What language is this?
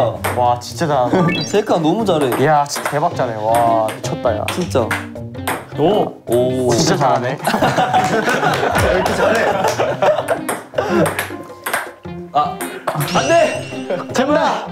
Korean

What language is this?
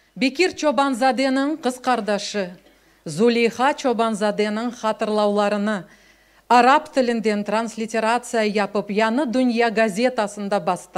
Crimean Tatar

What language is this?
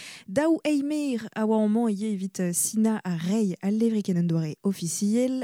Breton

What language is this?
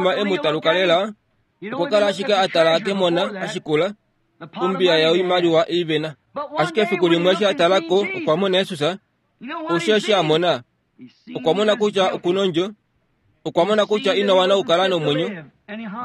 Kuanyama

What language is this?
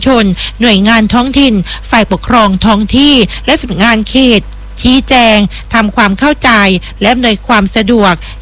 Thai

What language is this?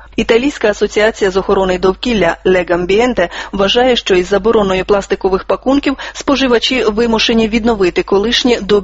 Ukrainian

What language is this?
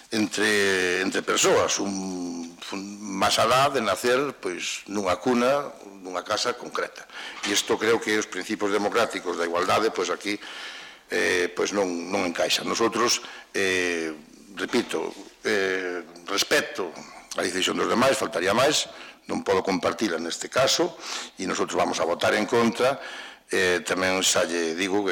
Galician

